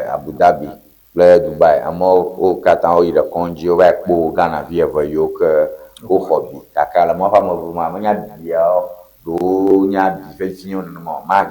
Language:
Ewe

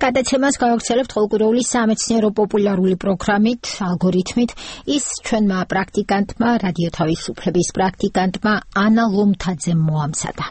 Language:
Georgian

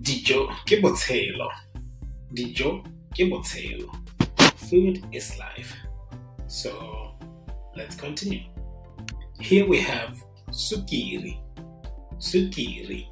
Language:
Tswana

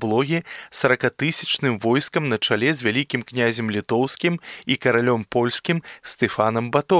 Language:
Belarusian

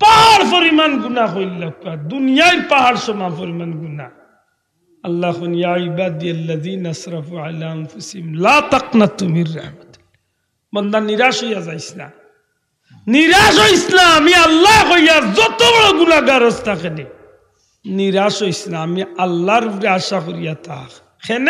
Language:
Sylheti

